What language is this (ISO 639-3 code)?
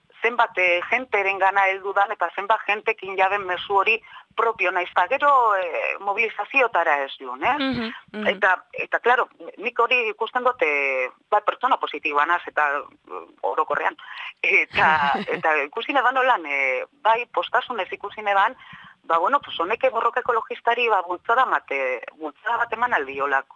eus